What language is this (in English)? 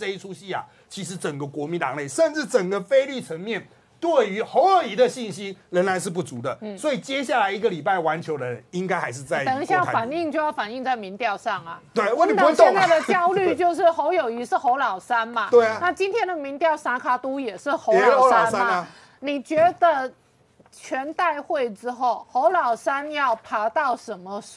Chinese